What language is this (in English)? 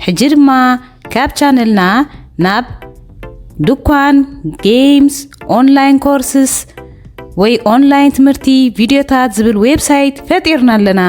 Tigrinya